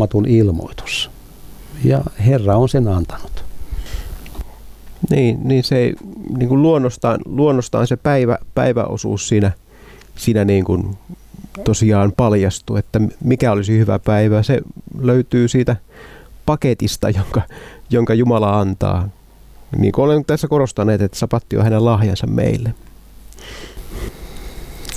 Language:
Finnish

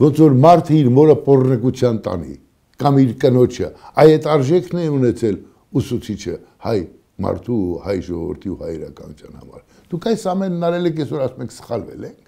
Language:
Armenian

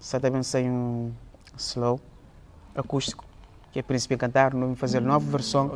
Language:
Kabuverdianu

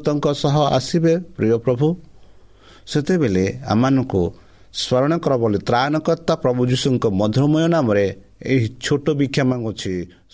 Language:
Odia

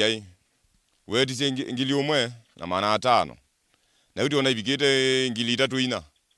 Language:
Kamba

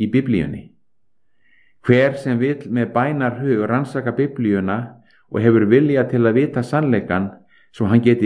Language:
Icelandic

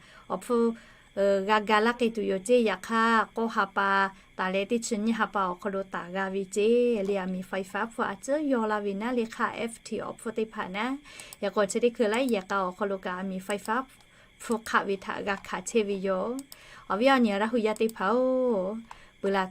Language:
Lahu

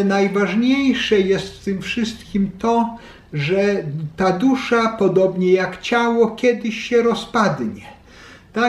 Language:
Polish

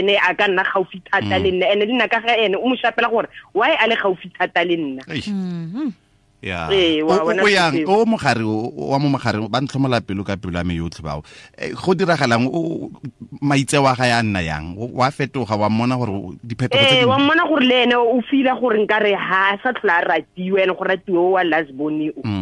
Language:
Tswana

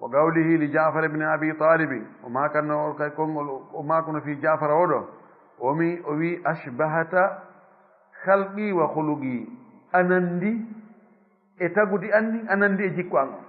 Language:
Fula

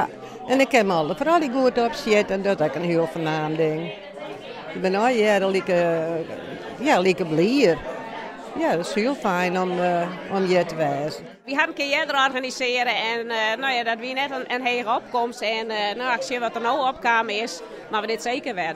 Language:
Western Frisian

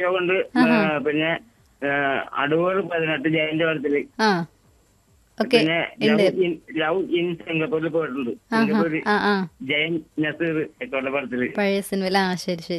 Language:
Malayalam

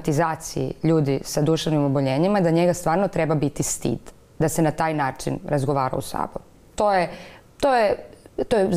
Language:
Croatian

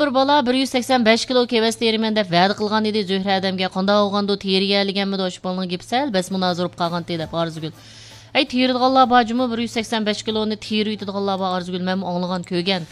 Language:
Uyghur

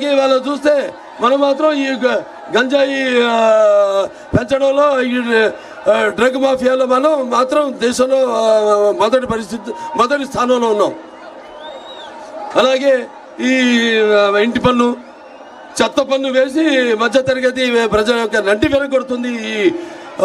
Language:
Telugu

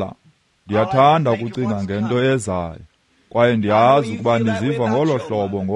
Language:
Xhosa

